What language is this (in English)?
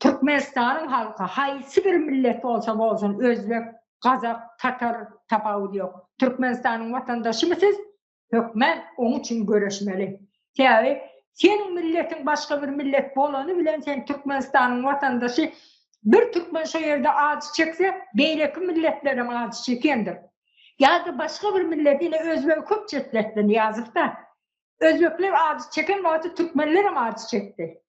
Turkmen